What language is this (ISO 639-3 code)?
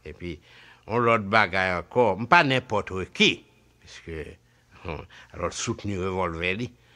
hat